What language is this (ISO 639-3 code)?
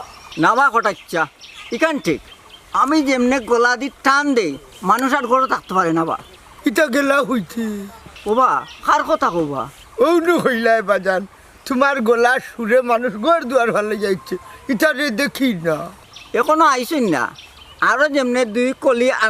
syl